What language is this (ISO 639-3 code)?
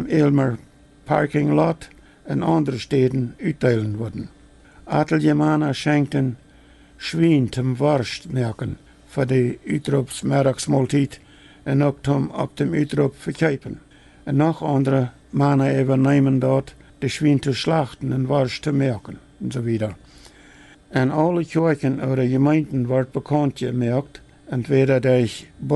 pdt